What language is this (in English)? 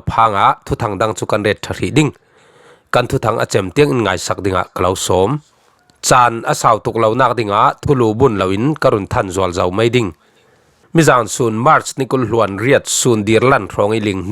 Falam Chin